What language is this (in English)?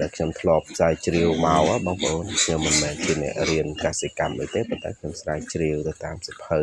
Khmer